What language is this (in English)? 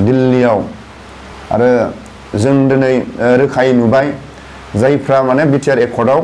Bodo